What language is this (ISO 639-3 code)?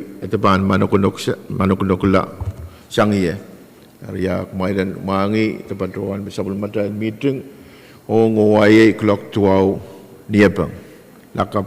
pon